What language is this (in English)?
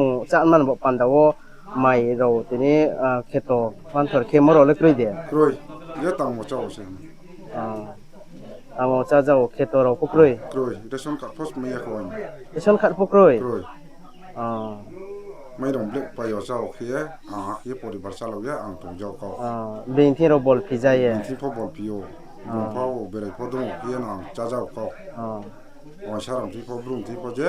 Riang (India)